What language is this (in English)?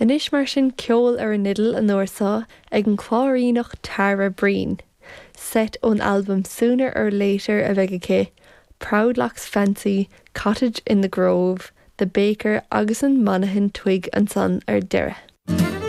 Irish